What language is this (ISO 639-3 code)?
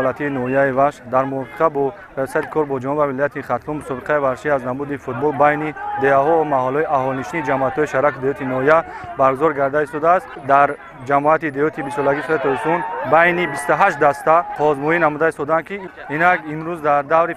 tgk